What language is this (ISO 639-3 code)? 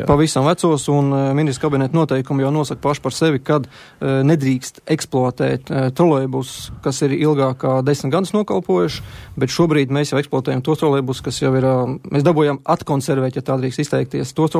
lav